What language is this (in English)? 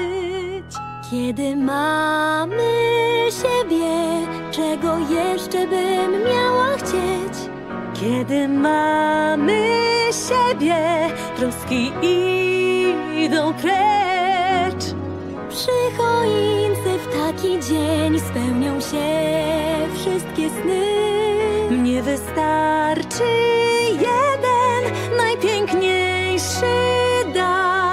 Polish